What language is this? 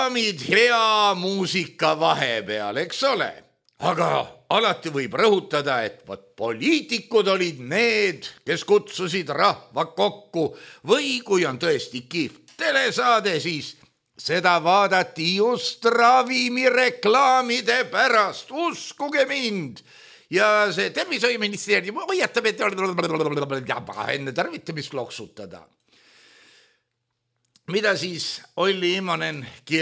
Estonian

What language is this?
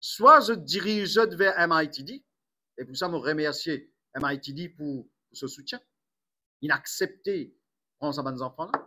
Morisyen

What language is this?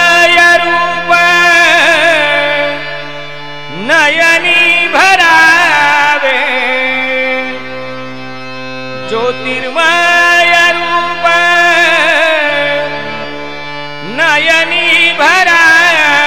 Marathi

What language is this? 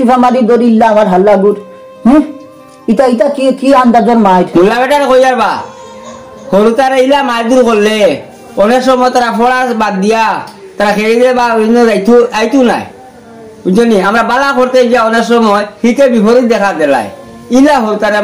Sylheti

